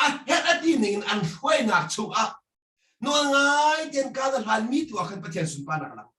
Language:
Hakha Chin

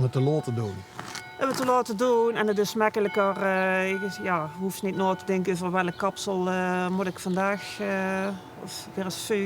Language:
Limburgish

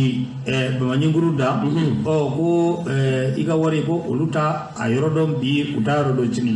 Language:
Bambara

